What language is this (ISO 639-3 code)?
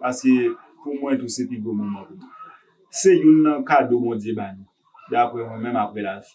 hat